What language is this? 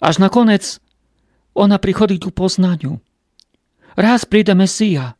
Rusyn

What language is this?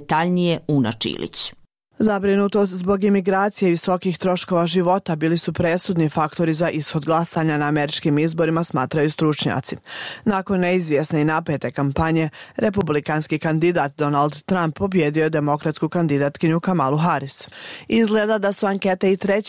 Bosnian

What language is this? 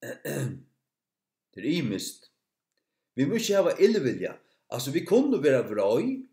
Faroese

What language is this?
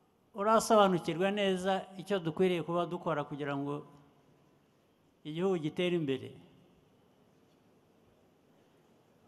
Kinyarwanda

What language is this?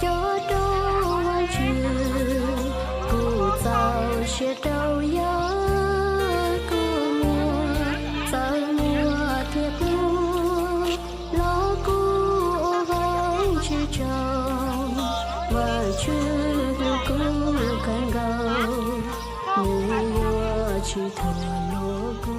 Hmong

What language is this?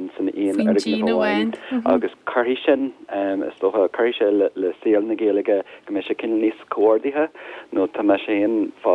Irish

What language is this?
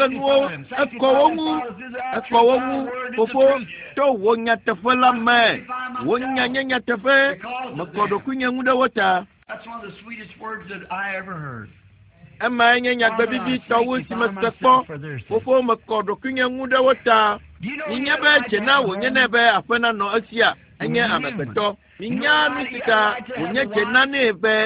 Ewe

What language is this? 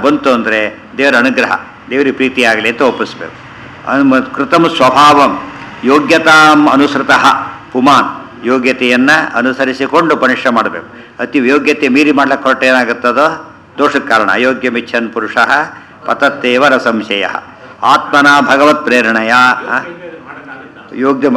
Kannada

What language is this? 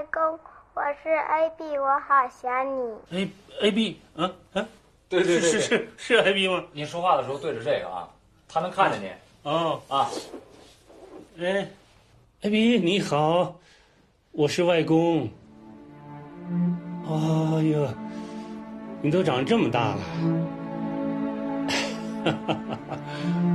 Chinese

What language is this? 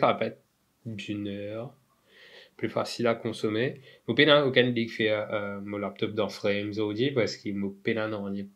Morisyen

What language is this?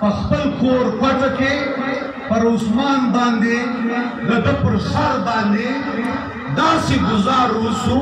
Pashto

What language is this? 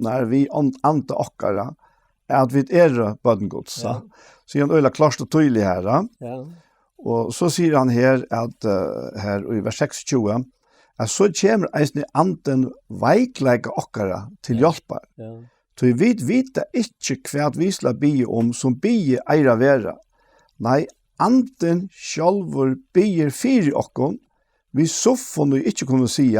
Faroese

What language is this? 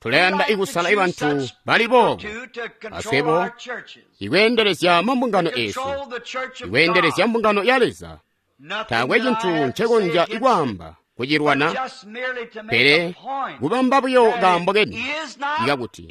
Tonga (Zambia)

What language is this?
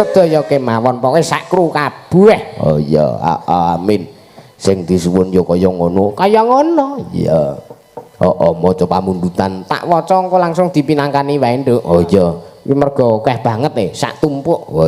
Javanese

